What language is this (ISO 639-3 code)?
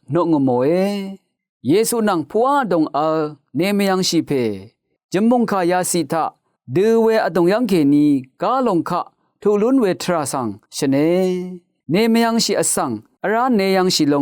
raw